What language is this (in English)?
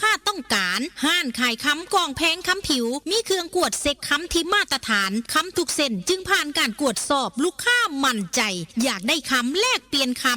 Northeastern Thai